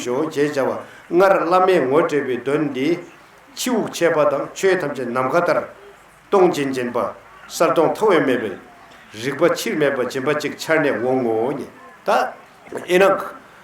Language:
Tibetan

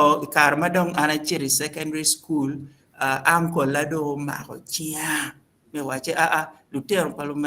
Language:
Acoli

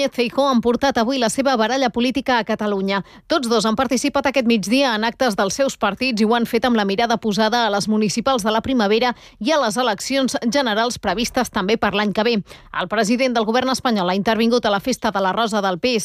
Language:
Catalan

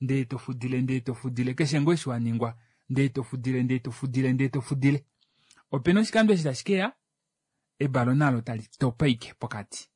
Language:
Kuanyama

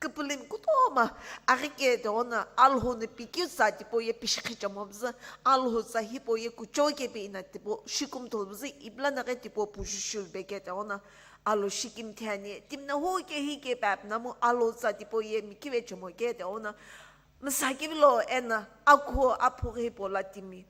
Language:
Sumi Naga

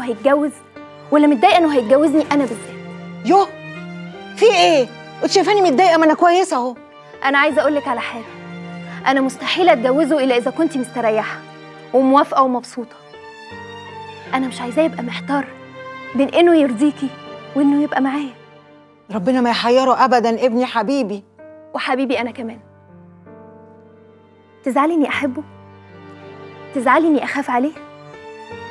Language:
Egyptian Arabic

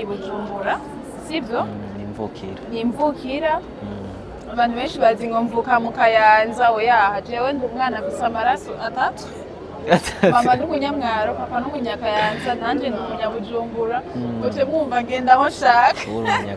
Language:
Rundi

